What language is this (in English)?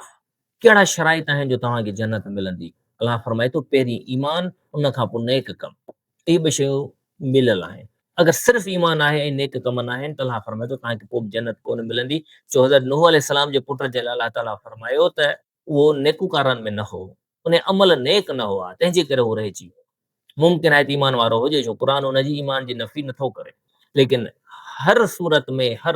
Sindhi